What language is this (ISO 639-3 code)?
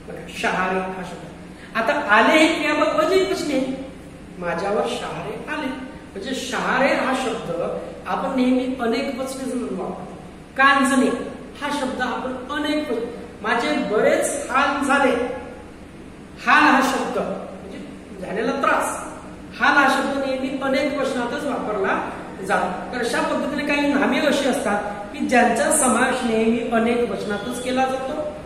mar